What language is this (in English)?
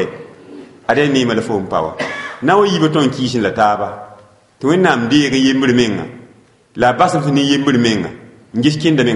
Mossi